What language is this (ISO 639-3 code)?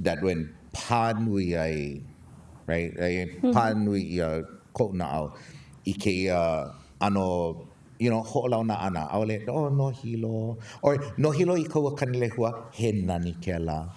haw